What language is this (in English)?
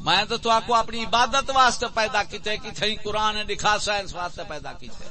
Saraiki